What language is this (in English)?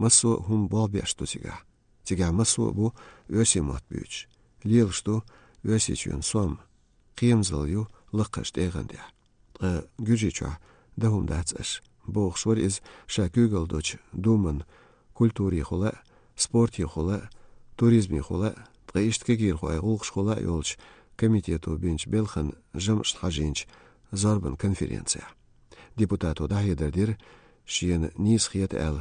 Chechen